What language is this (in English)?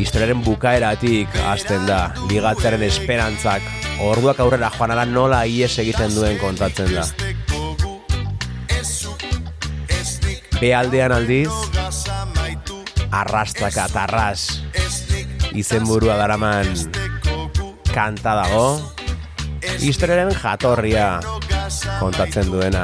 Basque